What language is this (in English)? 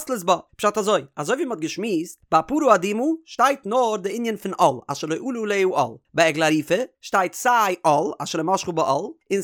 Yiddish